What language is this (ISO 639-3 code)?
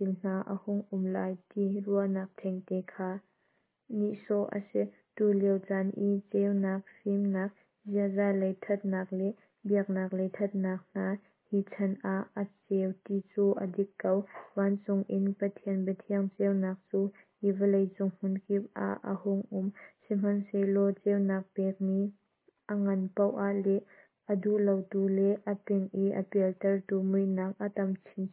cnh